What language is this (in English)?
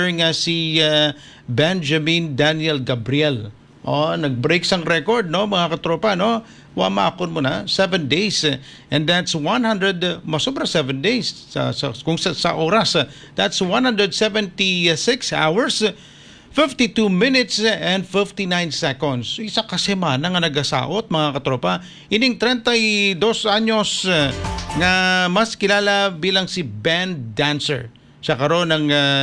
Hiligaynon